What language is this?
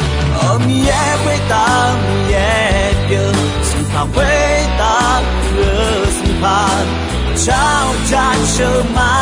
Akha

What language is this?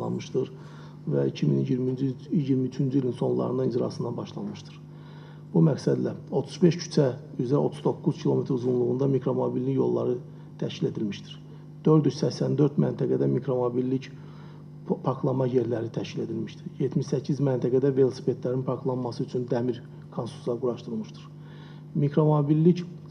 Azerbaijani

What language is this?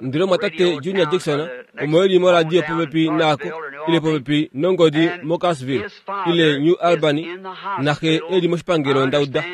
Kuanyama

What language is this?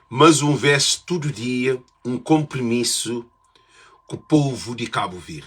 Kabuverdianu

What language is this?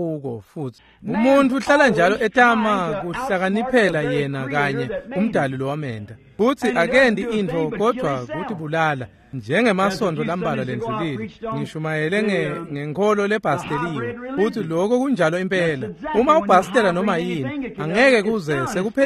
Swati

